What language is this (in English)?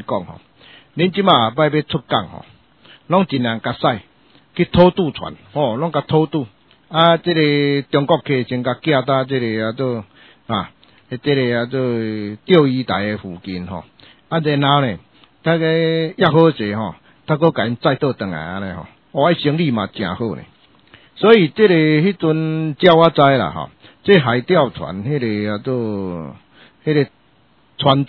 Min Nan Chinese